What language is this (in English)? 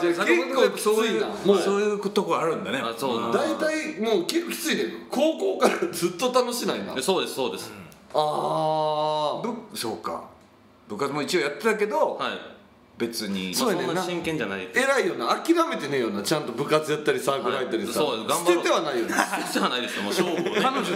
Japanese